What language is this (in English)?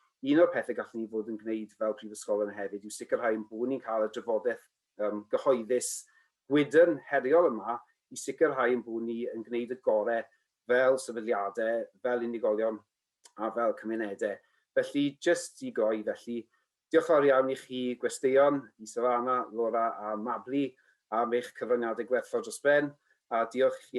Welsh